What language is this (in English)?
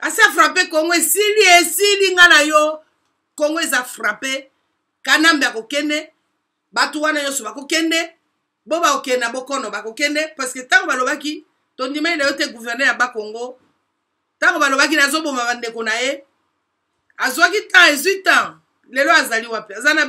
Lingala